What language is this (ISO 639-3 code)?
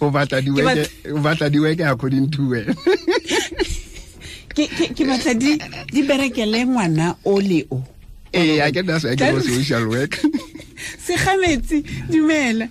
tsn